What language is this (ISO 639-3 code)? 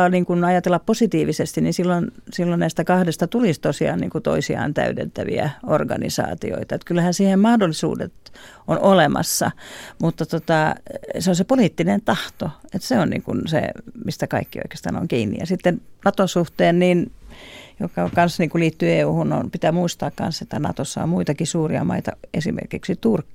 fin